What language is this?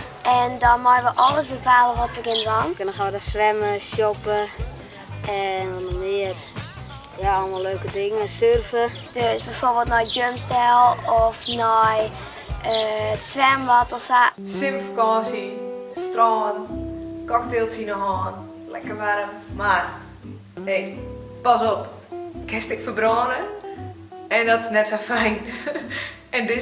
Western Frisian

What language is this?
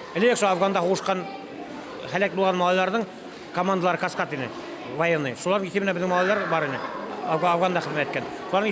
Bashkir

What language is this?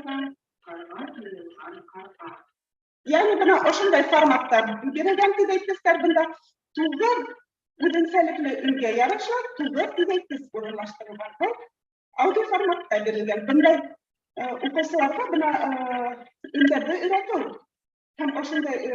Bashkir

